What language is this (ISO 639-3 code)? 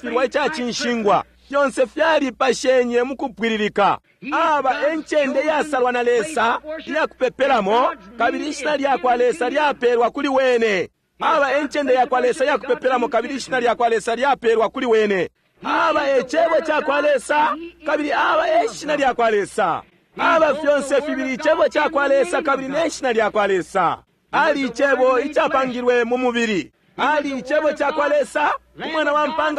bem